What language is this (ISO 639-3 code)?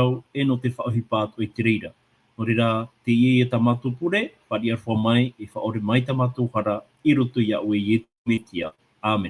tah